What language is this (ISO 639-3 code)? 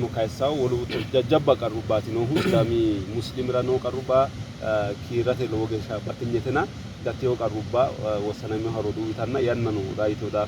sid